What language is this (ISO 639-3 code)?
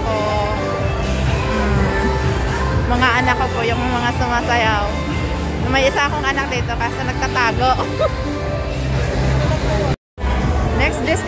fil